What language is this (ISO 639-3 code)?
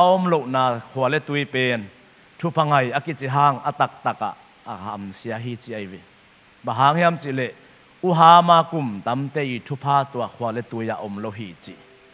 ctd